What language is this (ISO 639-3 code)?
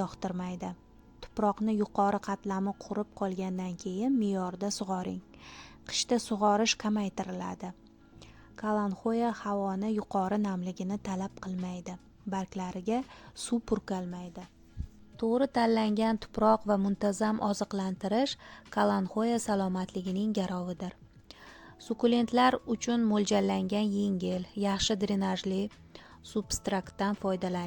uzb